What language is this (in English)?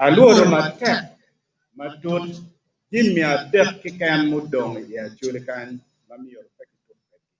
Acoli